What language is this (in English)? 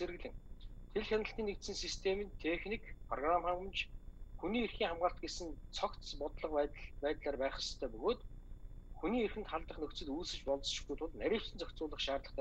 Mongolian